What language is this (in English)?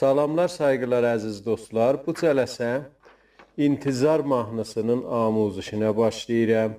South Azerbaijani